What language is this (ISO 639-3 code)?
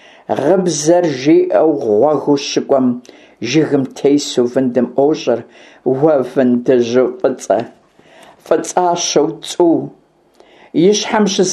kbd